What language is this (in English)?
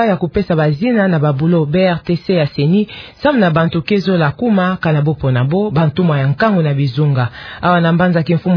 Kituba (Democratic Republic of Congo)